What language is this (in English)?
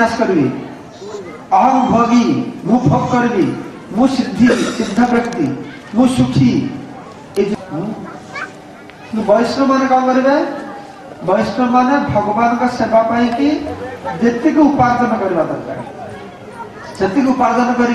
Odia